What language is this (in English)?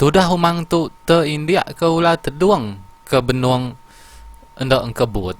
Iban